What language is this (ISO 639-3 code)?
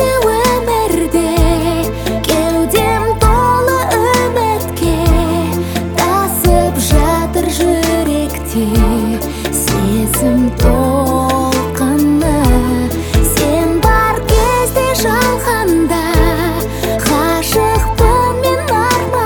kaz